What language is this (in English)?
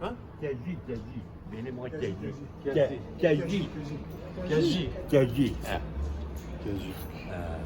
Kurdish